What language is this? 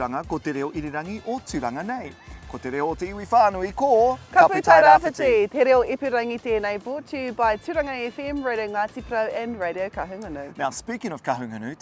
Māori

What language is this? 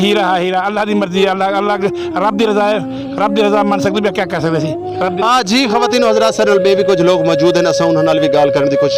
Saraiki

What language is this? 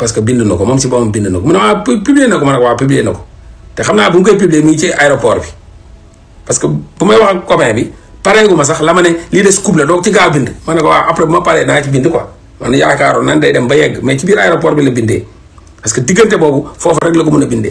Wolof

